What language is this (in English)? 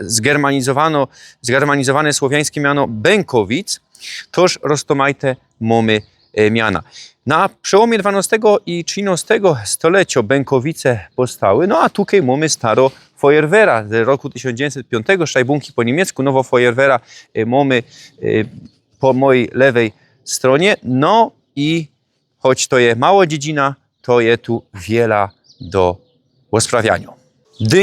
Silesian